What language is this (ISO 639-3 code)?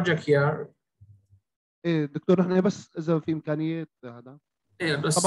apc